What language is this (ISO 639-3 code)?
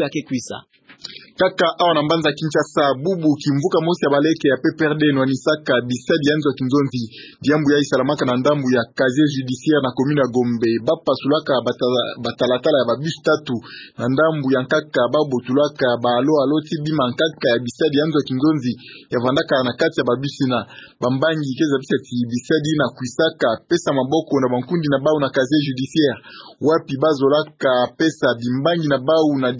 ktu